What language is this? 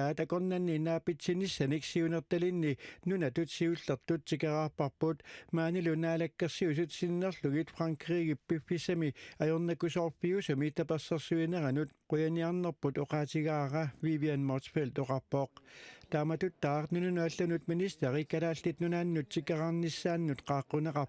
Kalaallisut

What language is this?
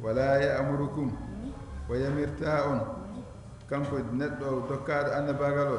Fula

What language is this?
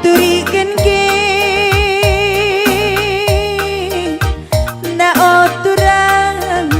Batak Karo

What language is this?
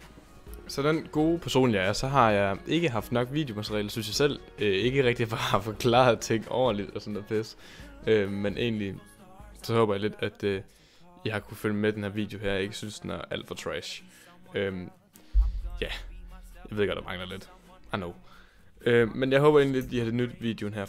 Danish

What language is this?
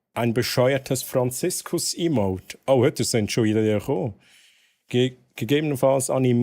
Swiss German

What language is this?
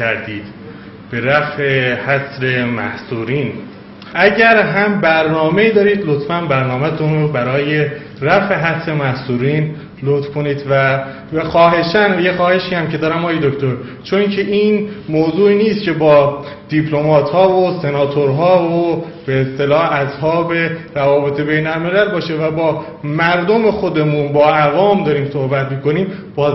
Persian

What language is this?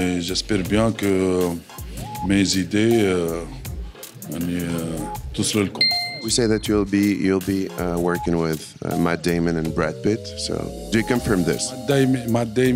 Tunisian Arabic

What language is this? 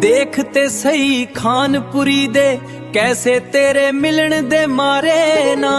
Dogri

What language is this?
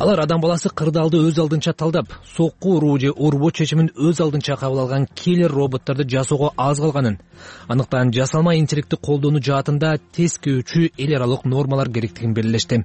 Kyrgyz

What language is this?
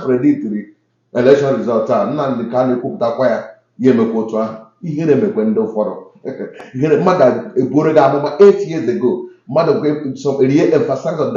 Igbo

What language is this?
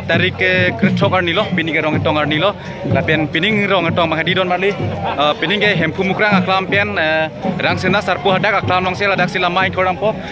Karbi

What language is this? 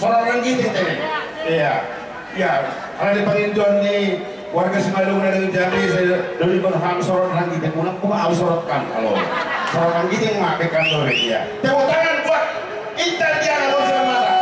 Batak Simalungun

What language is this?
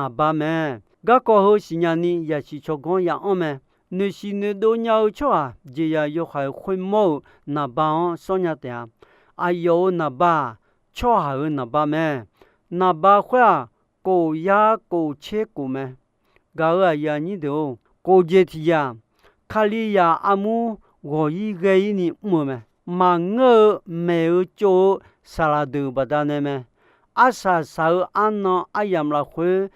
Akha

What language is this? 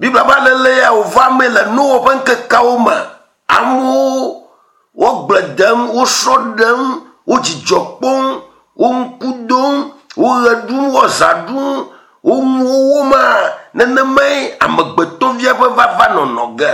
Ewe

